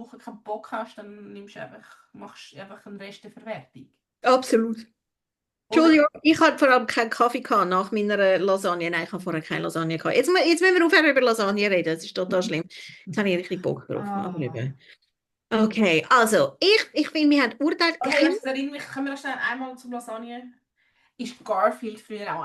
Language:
Swiss German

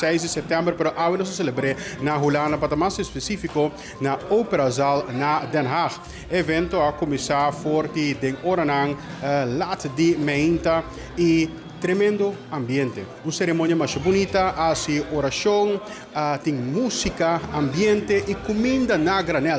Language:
Papiamento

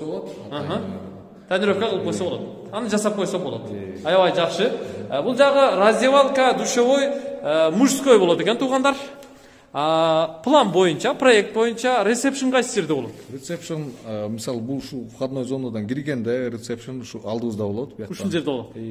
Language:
Kyrgyz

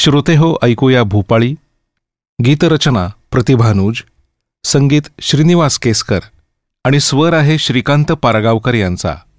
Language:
Marathi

